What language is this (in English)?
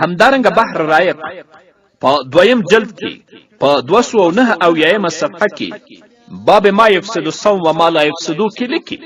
Pashto